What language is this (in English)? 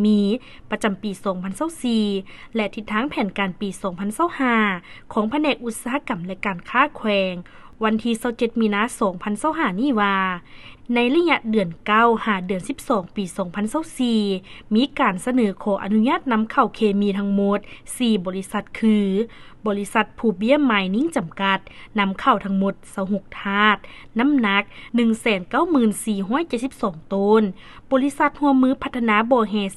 Lao